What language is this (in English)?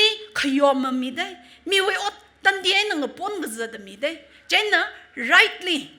Tangkhul Naga (India)